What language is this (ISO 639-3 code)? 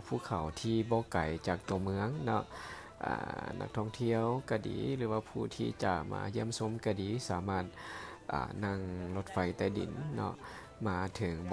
lao